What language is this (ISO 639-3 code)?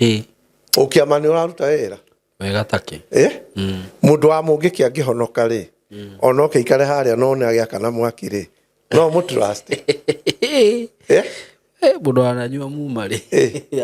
kik